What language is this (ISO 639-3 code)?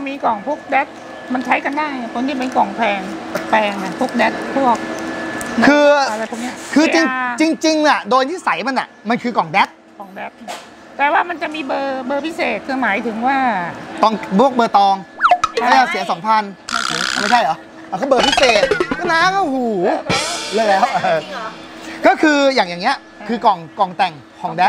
tha